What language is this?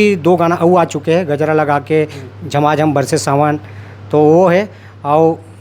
Chhattisgarhi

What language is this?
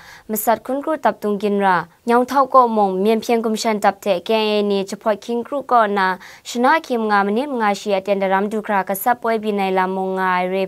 Kachin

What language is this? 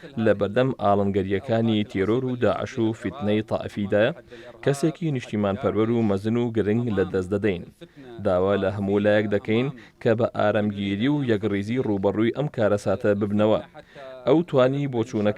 Central Kurdish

